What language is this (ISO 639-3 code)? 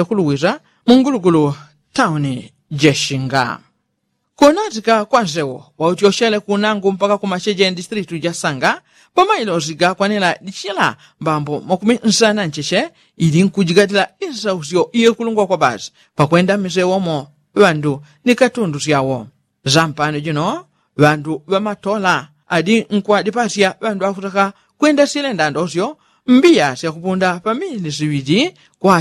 yao